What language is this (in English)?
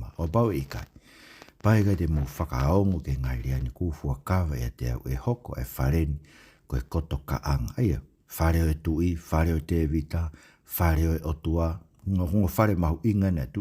Tongan